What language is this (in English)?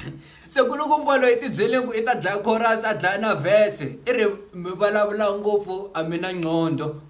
Tsonga